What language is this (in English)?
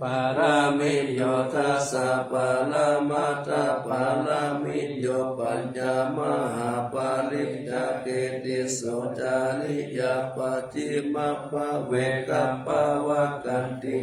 Pali